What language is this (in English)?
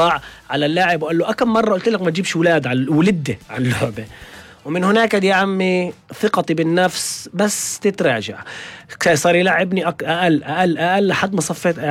North Levantine Arabic